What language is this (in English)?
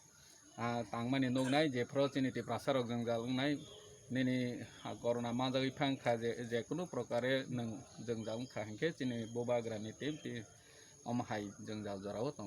Kok Borok